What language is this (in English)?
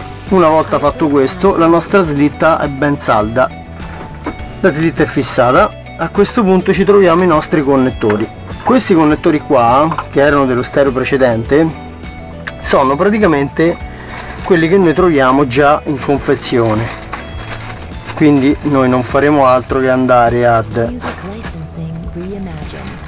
Italian